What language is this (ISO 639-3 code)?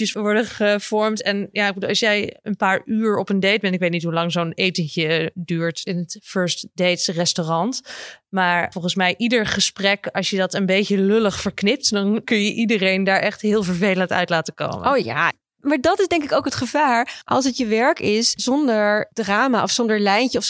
nld